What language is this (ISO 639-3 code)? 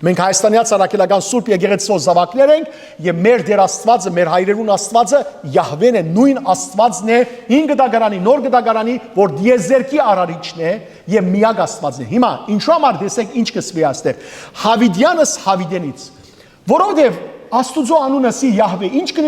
hyw